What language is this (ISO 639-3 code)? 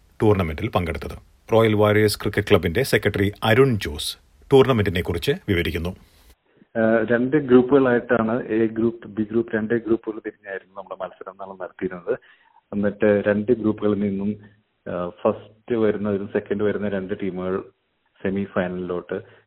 mal